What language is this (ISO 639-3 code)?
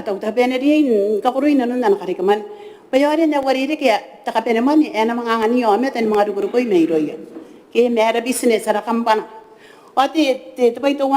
gil